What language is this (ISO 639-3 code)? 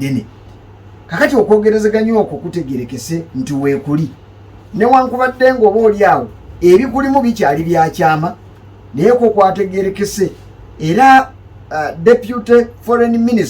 lug